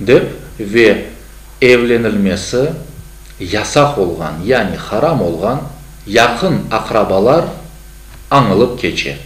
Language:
Crimean Tatar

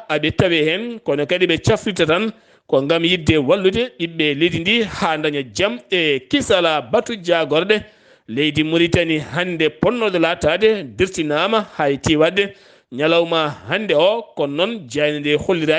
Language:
Fula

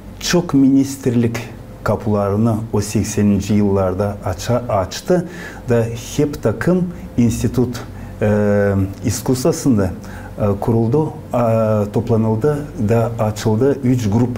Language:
Gagauz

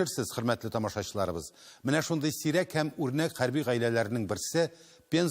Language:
Tatar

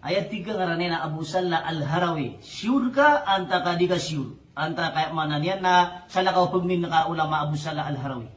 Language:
Maranao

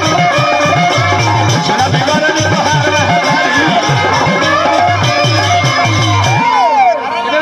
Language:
Bhojpuri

